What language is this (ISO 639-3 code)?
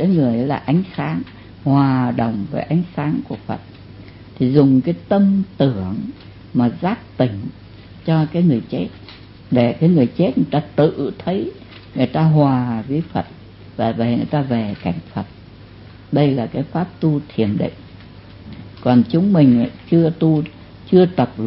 vie